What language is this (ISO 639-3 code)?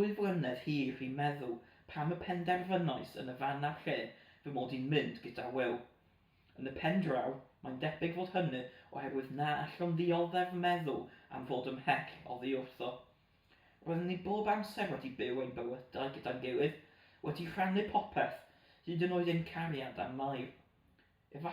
cym